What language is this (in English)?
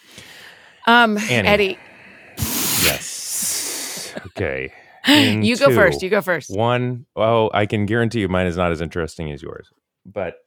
English